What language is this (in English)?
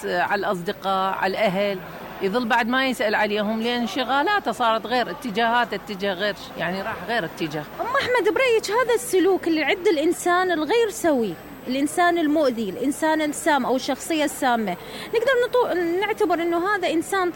Mesopotamian Arabic